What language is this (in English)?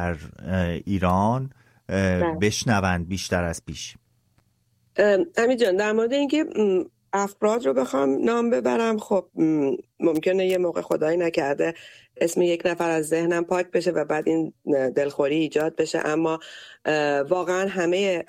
Persian